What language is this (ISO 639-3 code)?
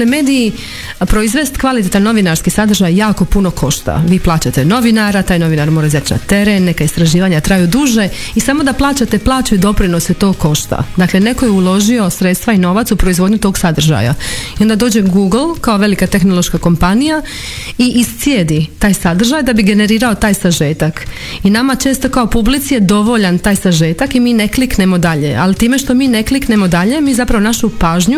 hrv